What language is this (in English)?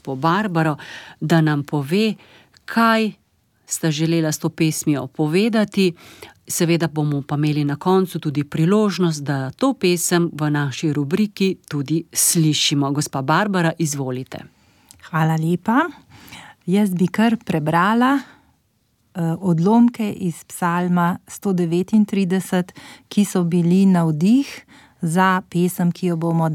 Slovenian